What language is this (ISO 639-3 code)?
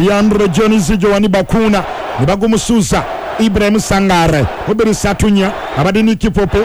lug